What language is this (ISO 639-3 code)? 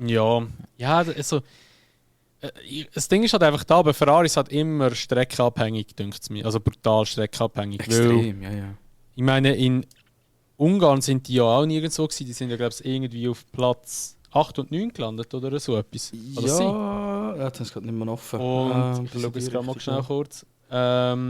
gsw